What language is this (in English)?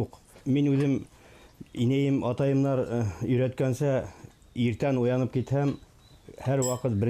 Bashkir